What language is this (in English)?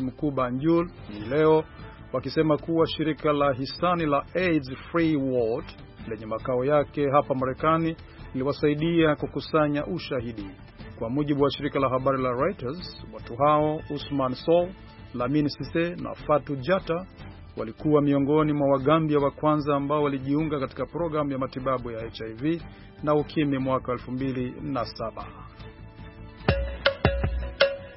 Swahili